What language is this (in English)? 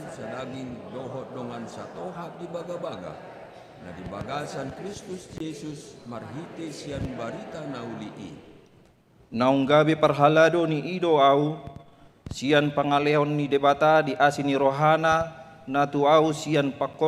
Batak Toba